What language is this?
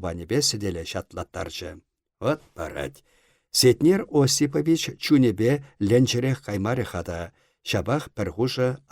Chuvash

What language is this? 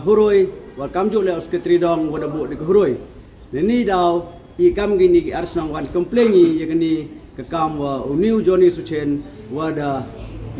Pnar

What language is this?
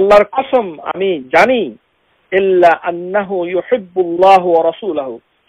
Bangla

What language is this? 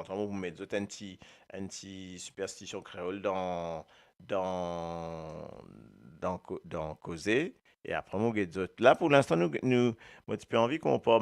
Morisyen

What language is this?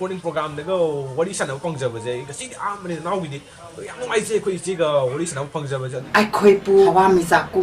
Manipuri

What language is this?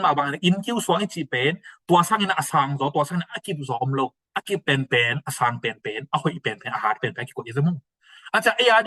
Tedim Chin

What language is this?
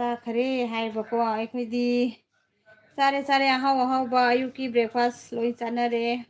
Manipuri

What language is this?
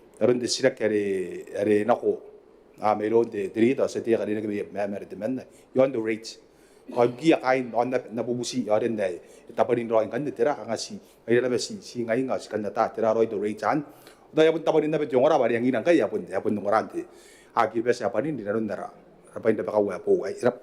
Gilbertese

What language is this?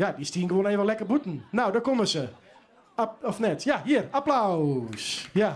Western Frisian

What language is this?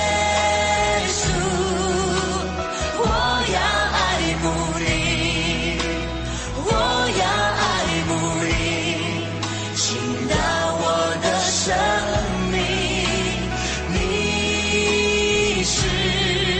Chinese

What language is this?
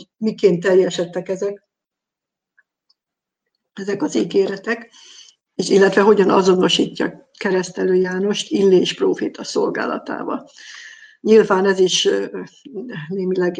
Hungarian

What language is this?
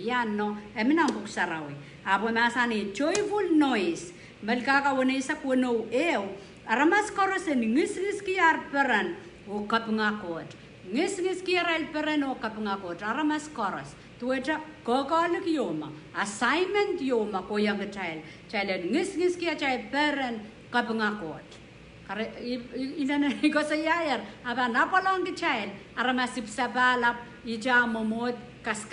Pohnpeian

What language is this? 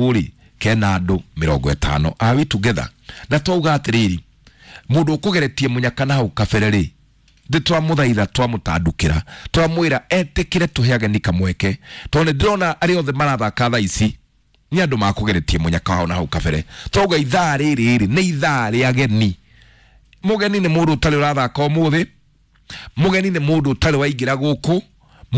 Kikuyu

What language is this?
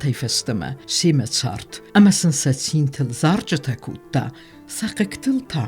Ossetic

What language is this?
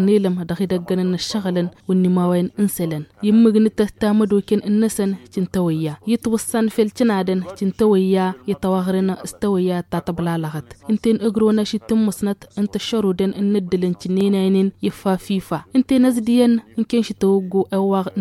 Tamasheq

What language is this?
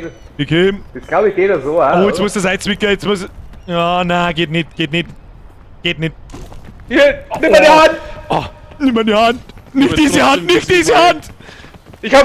Bavarian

